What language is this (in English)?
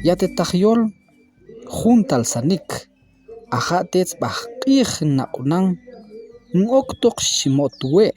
Tektiteko